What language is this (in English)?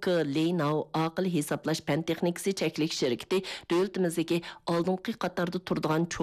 Uyghur